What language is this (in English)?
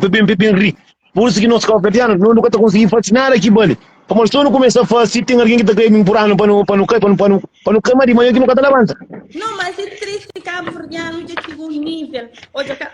Kabuverdianu